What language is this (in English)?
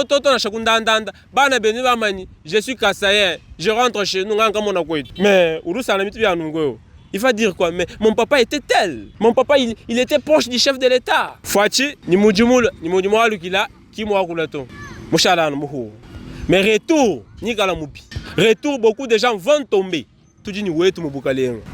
Luba-Lulua